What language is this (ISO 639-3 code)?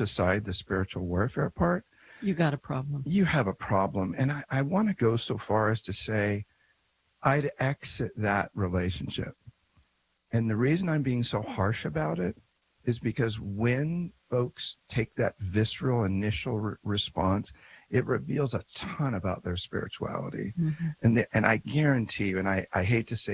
eng